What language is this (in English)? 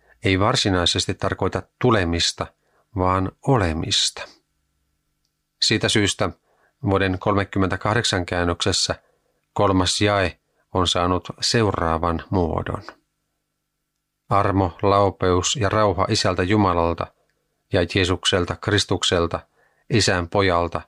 Finnish